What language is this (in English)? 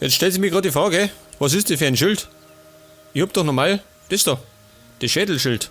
Bavarian